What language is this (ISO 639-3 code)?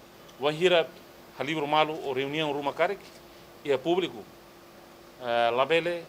tet